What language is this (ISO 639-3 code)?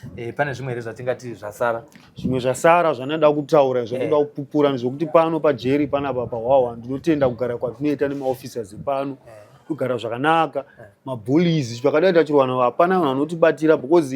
sna